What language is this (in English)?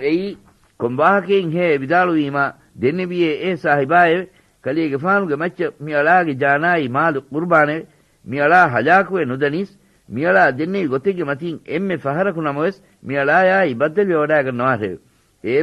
Divehi